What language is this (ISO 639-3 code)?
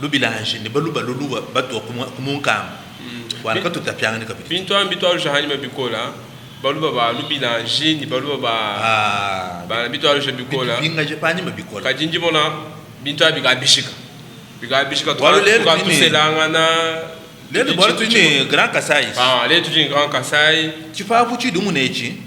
lua